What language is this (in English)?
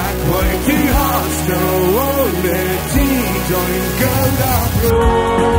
Plautdietsch